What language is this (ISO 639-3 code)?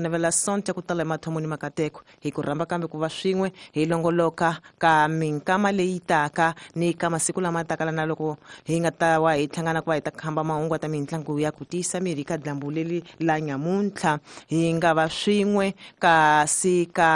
tso